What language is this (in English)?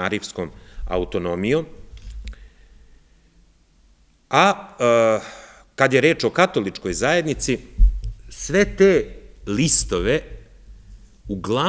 Serbian